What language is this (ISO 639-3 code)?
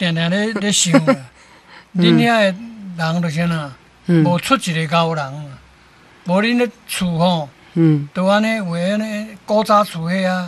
nan